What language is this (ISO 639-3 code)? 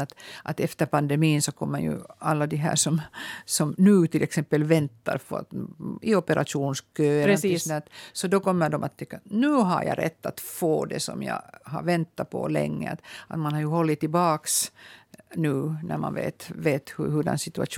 swe